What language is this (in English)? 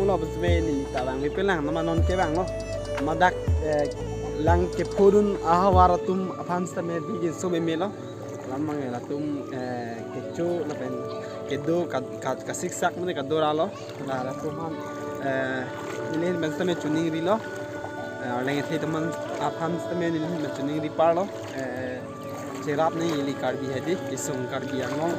Karbi